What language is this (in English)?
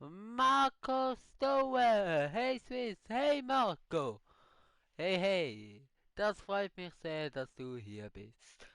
Swiss German